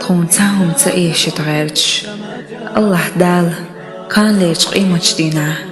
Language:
Chechen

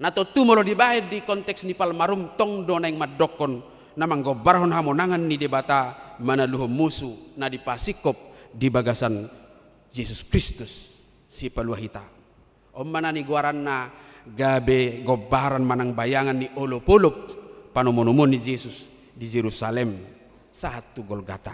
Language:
Batak Toba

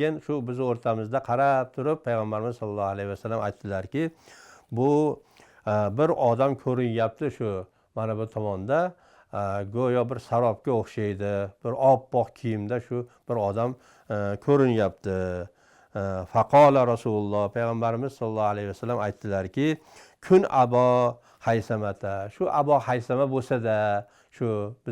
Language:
Uzbek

